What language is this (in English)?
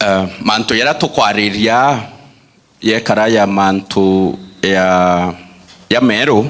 Meru